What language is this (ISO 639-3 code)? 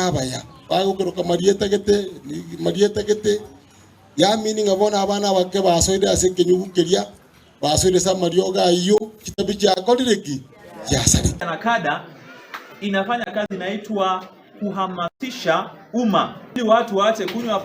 guz